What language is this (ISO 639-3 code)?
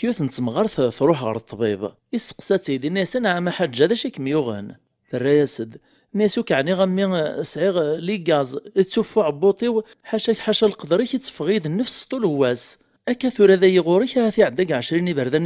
kab